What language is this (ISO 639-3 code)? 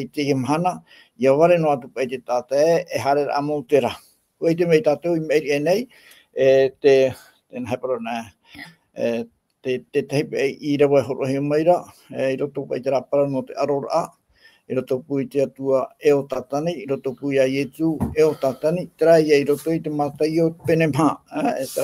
tah